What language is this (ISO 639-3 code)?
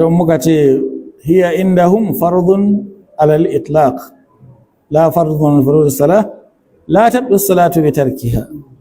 hau